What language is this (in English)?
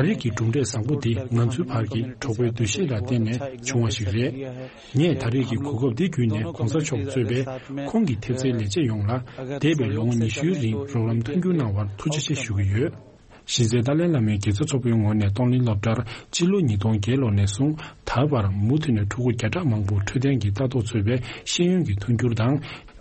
Tibetan